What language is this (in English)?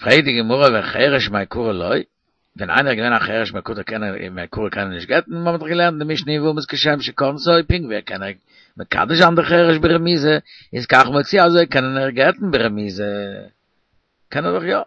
Yiddish